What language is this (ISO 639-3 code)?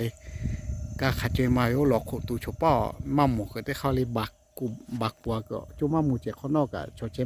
lhu